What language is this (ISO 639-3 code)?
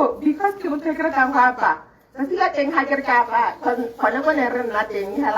tsn